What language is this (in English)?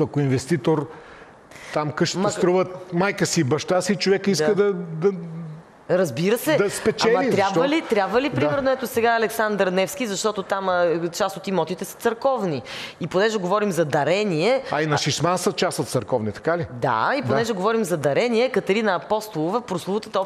Bulgarian